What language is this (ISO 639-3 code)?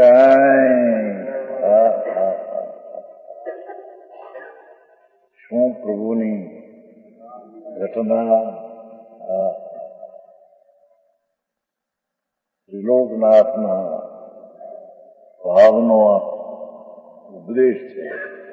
guj